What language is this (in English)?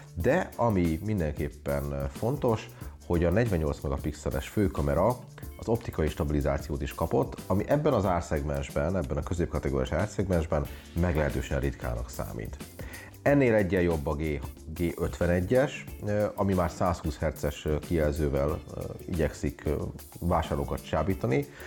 Hungarian